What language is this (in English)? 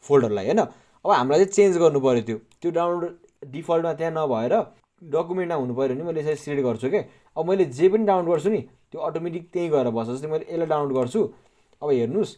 Nepali